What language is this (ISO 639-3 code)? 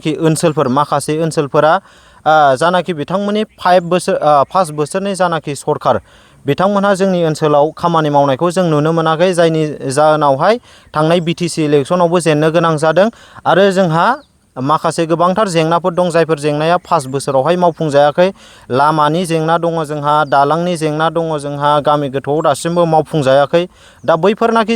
brx